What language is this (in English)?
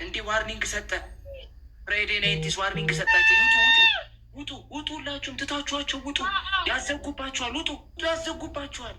Amharic